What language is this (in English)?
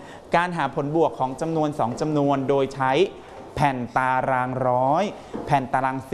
Thai